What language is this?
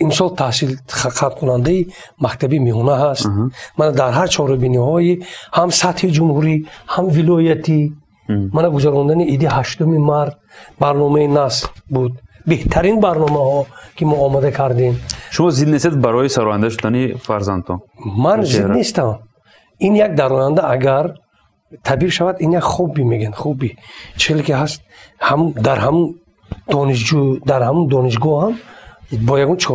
Tajik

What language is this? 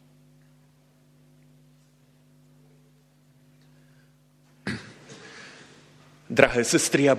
Slovak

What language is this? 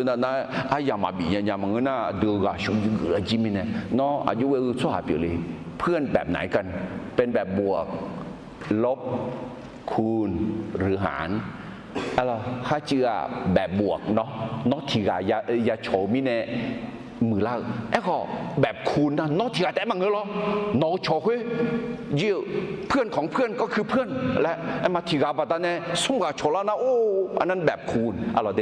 Akha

